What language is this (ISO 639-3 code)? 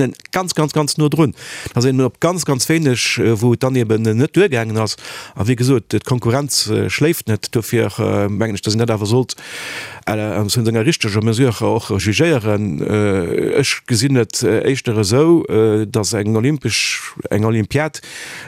ltz